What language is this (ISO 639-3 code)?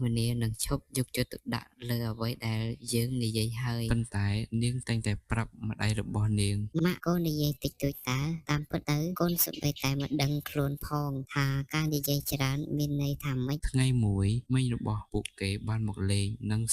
khm